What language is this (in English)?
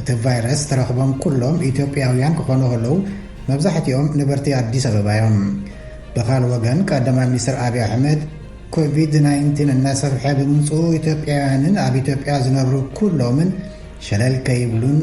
Tigrinya